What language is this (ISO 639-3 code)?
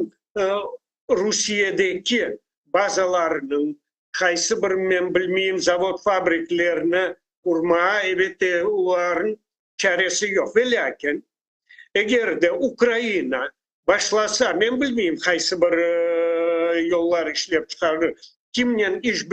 crh